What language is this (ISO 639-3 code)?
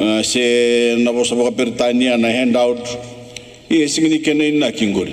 fij